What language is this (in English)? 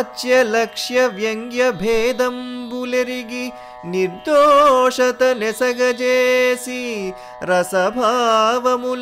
Telugu